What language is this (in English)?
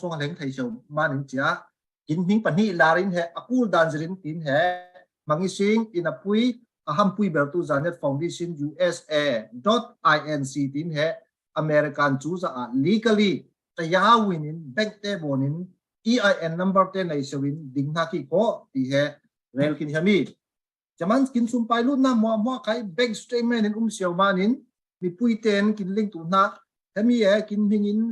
Falam Chin